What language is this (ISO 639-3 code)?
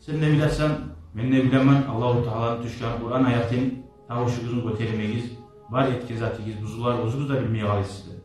kum